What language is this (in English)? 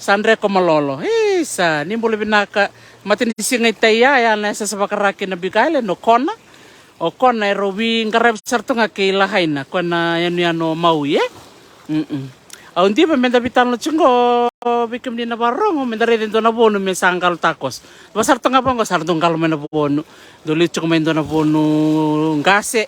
Fijian